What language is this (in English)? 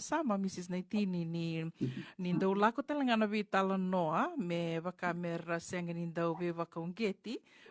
Fijian